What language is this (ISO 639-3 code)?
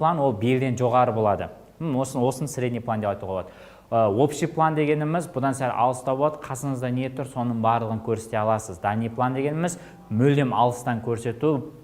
kaz